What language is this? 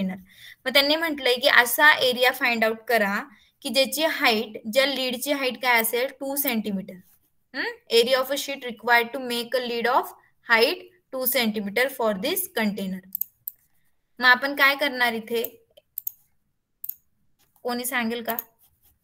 Marathi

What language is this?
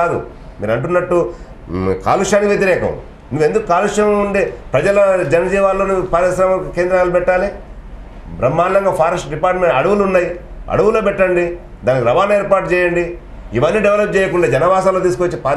Telugu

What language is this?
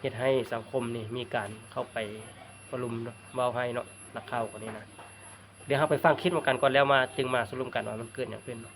Lao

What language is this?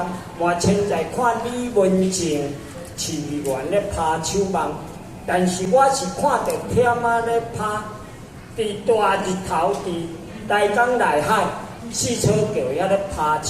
Min Nan Chinese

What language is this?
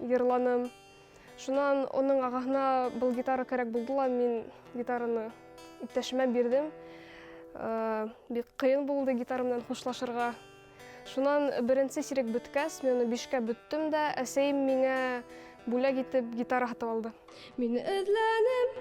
Bashkir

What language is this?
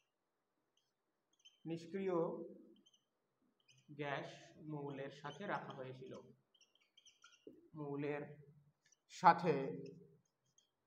Bangla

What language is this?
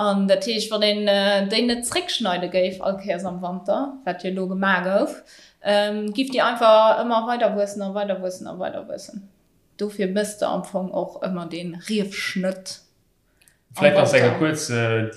Luxembourgish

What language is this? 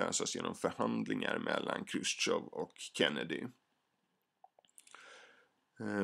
Swedish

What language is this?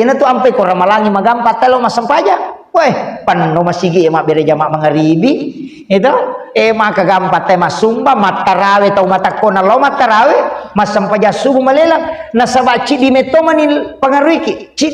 Buginese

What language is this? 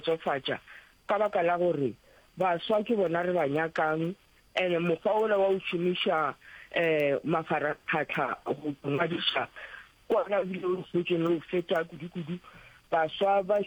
Northern Sotho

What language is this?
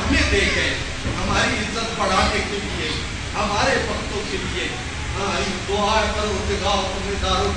Urdu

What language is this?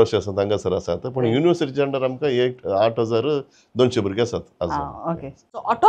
Konkani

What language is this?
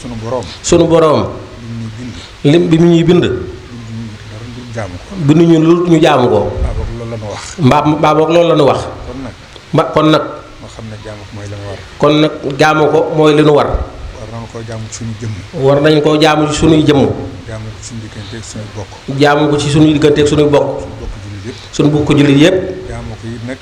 Wolof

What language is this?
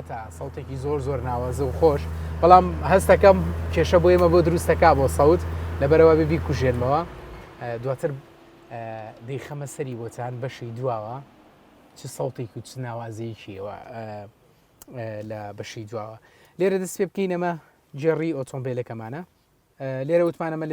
Central Kurdish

